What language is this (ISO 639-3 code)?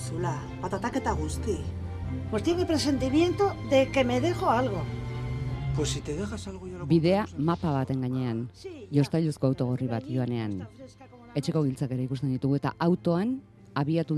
eus